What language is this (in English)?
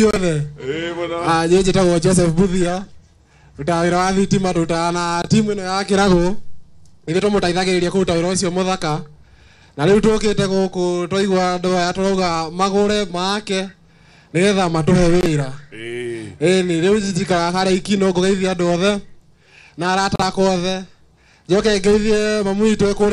Kikuyu